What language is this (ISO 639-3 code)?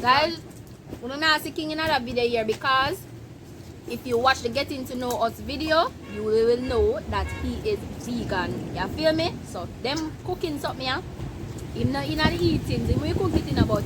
jam